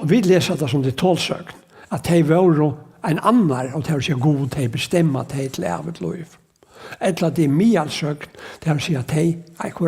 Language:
Faroese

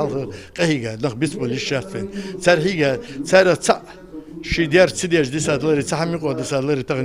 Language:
Ingush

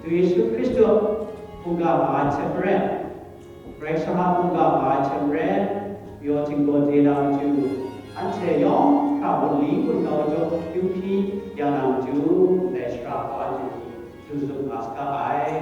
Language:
Kachin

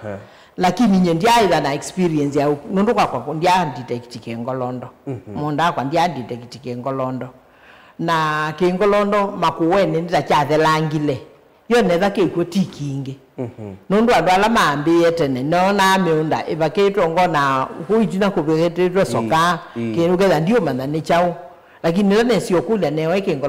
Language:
Kamba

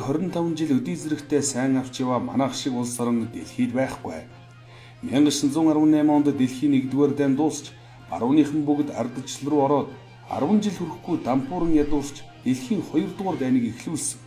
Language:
Mongolian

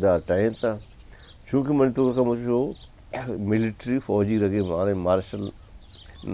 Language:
Eastern Balochi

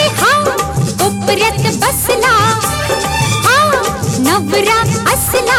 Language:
Marathi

